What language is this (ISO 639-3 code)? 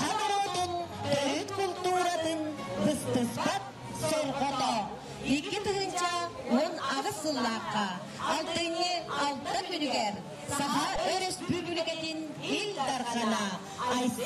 sah